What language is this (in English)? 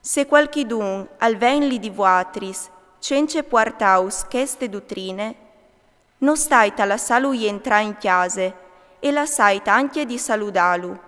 Friulian